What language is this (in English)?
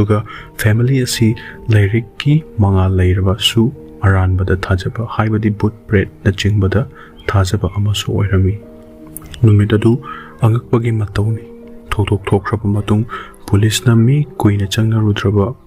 Manipuri